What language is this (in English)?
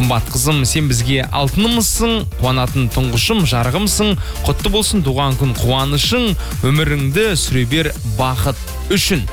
Kazakh